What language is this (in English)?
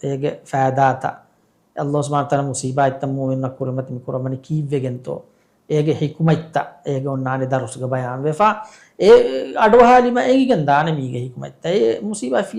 Divehi